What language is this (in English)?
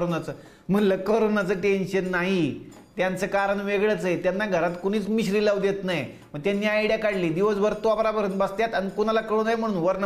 Marathi